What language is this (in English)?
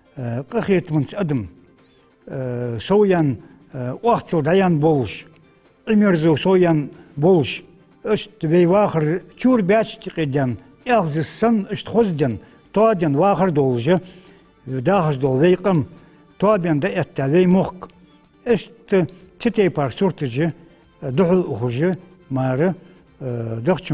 Ingush